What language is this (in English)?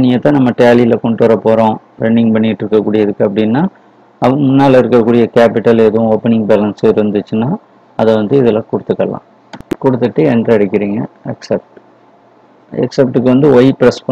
Tamil